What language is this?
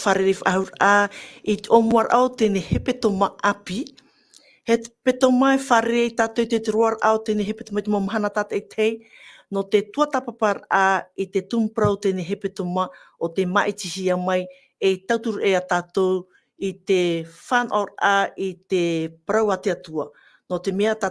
Tahitian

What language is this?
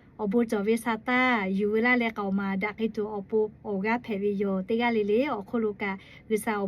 Lahu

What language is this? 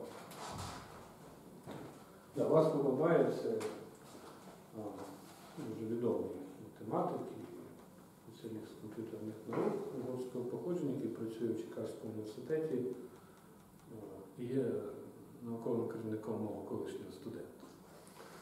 Ukrainian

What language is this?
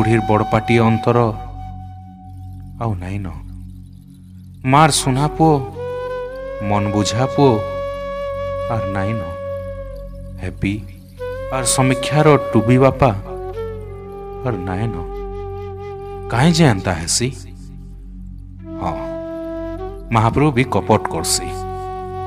Sambalpuri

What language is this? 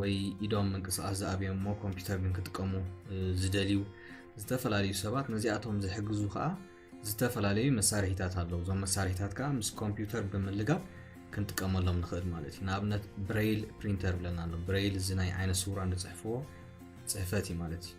Tigrinya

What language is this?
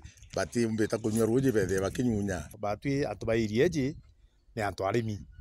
Meru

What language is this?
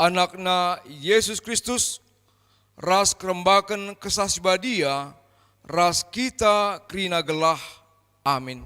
Batak Karo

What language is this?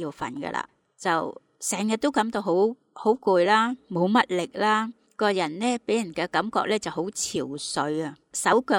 Cantonese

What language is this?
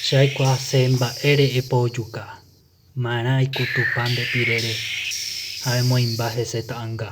Guarani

